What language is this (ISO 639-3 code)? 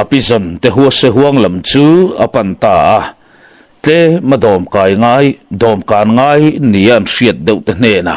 lus